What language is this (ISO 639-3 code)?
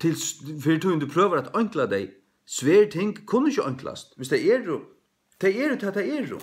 fao